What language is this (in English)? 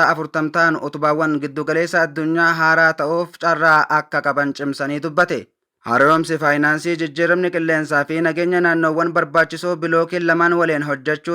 Oromo